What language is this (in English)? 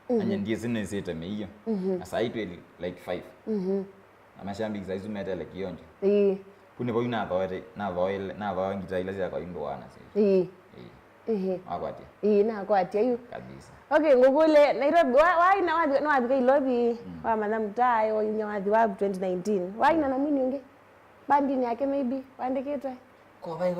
Kamba